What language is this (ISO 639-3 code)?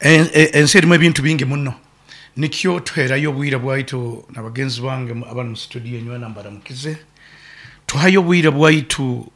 nyn